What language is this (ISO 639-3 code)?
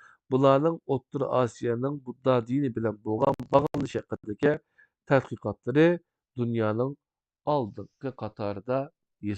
uig